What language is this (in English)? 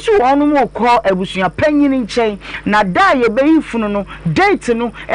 Akan